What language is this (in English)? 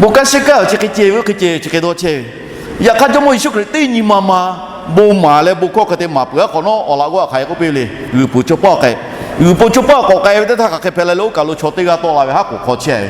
Lahu